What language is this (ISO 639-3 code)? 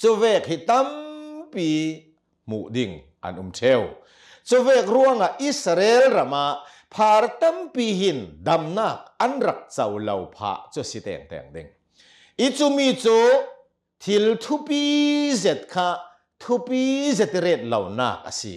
cnh